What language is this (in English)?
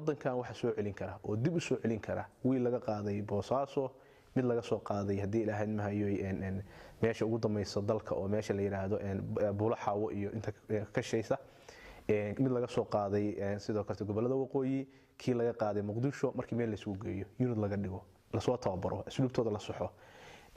Somali